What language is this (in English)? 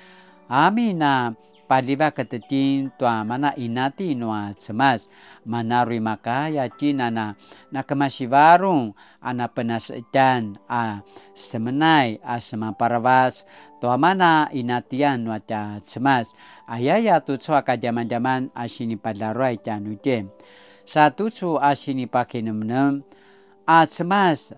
Paiwan